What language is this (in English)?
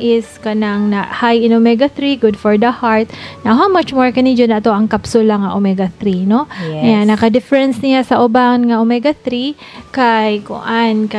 Cebuano